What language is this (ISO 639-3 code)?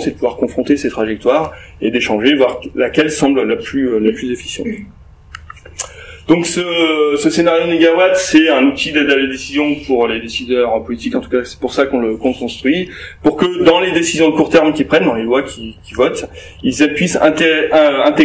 fra